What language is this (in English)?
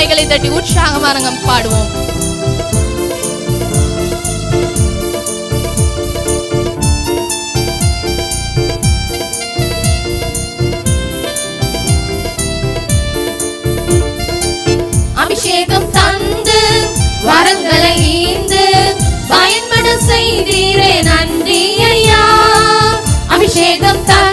Tamil